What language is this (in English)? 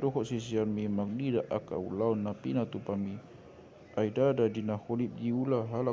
Batak Toba